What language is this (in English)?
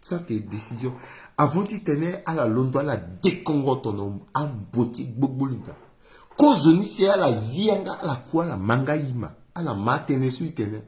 Sango